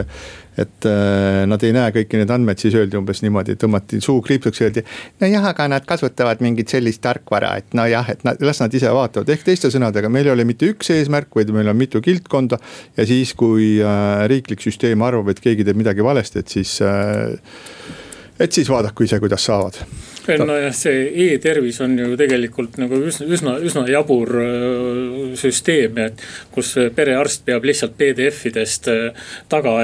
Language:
Estonian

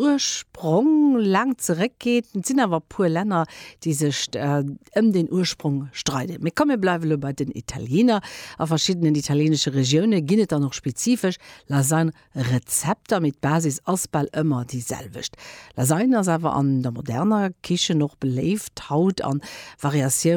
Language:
Luxembourgish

